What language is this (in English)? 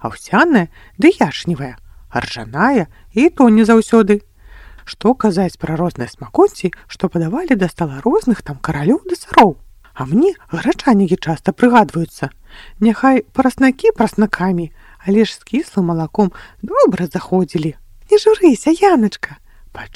Belarusian